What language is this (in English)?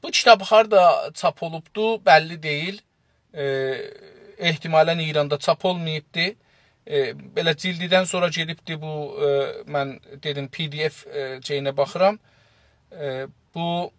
South Azerbaijani